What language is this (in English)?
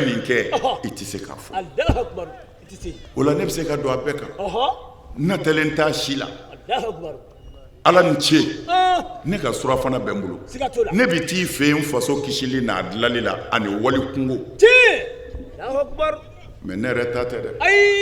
Bambara